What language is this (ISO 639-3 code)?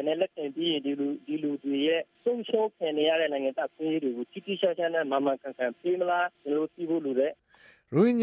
mya